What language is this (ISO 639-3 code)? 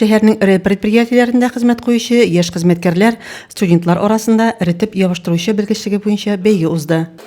tat